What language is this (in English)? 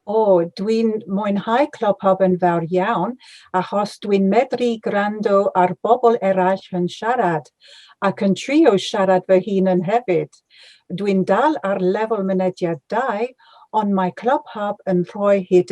Welsh